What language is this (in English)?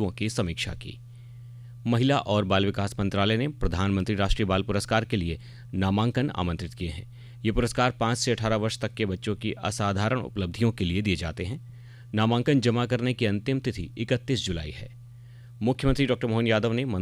Hindi